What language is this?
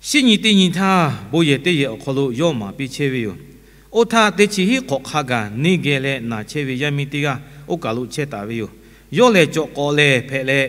Lahu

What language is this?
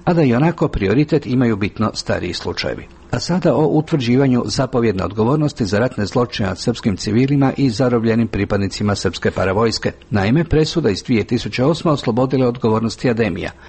Croatian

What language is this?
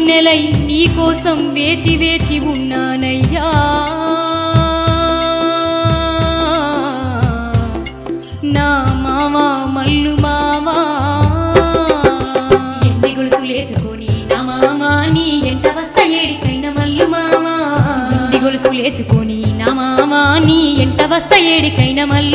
Telugu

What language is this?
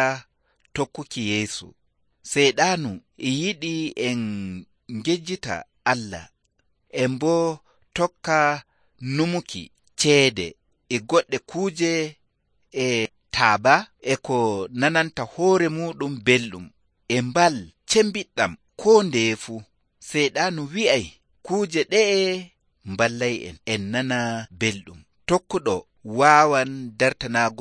Nigerian Fulfulde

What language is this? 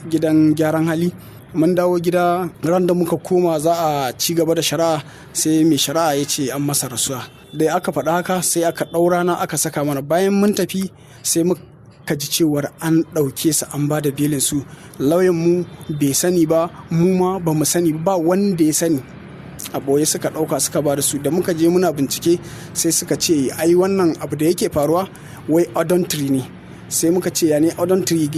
Hausa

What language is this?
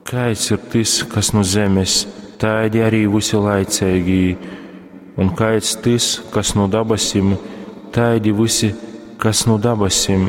Latgalian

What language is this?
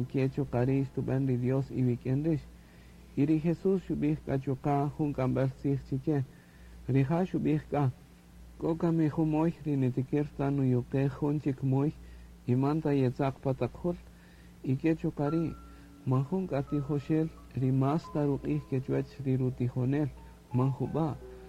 Kaqchikel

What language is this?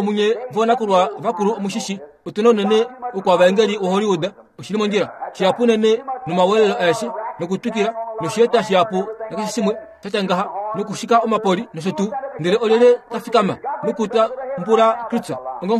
Kuanyama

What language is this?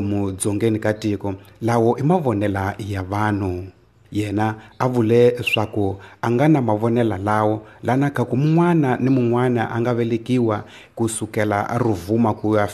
Tsonga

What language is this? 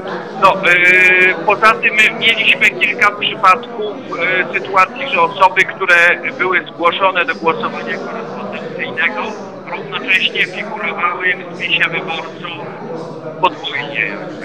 Polish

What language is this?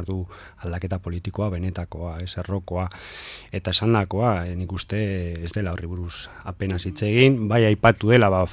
Basque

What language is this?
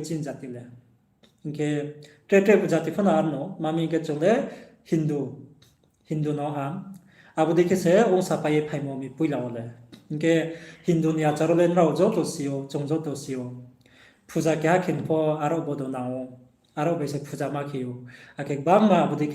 Riang (India)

